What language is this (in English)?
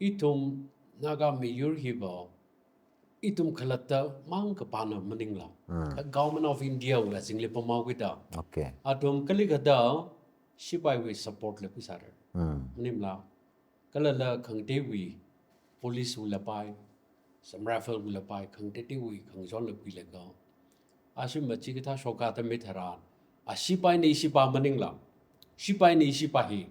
Tangkhul Naga (India)